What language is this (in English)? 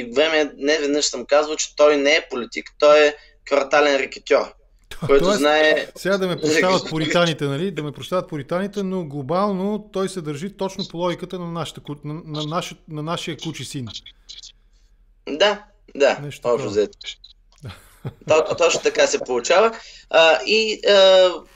Bulgarian